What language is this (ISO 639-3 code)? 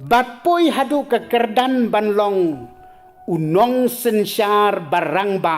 kha